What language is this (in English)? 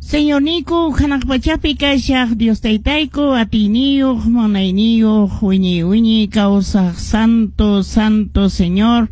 Quechua